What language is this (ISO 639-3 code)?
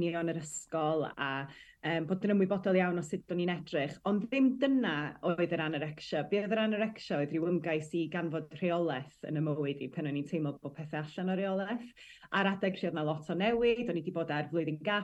cym